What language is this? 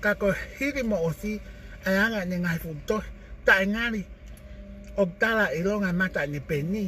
Tongan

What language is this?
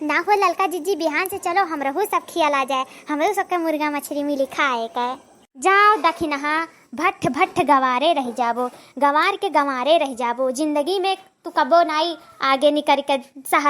Awadhi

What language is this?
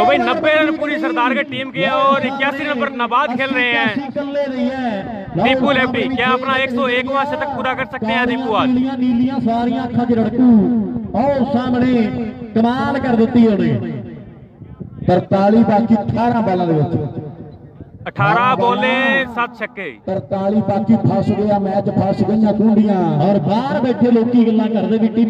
Punjabi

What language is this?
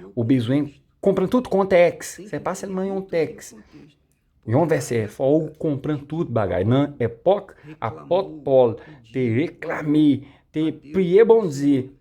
Haitian Creole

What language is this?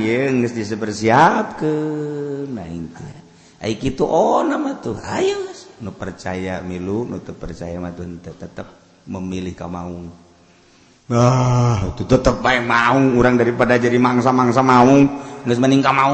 Sundanese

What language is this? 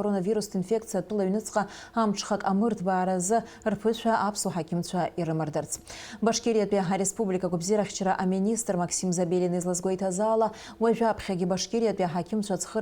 Abkhazian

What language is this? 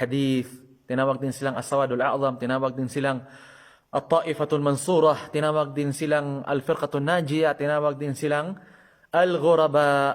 Maranao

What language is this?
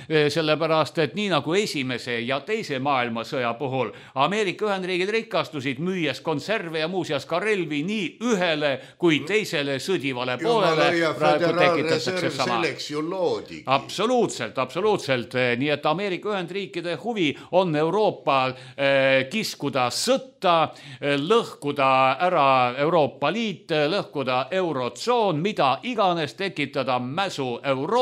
Estonian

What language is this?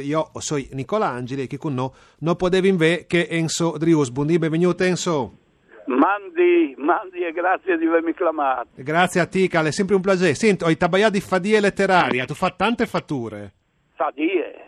Friulian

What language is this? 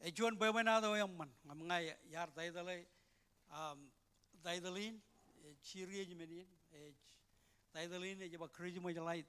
Marshallese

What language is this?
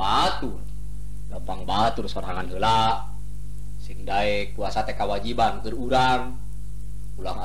Sundanese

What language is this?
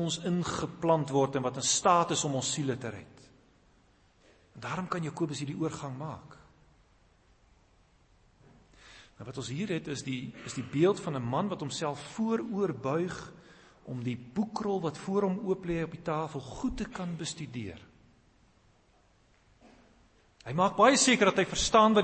Afrikaans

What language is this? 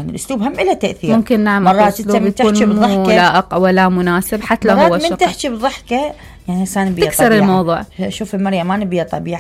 Mesopotamian Arabic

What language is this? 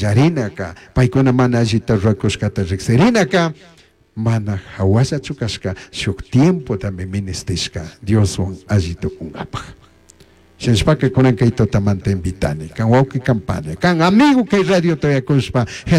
Chimborazo Highland Quichua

